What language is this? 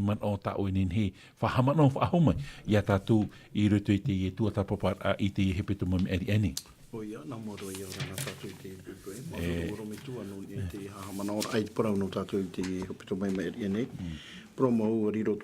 Tahitian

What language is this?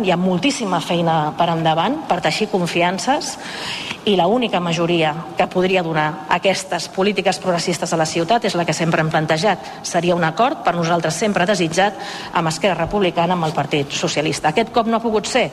Catalan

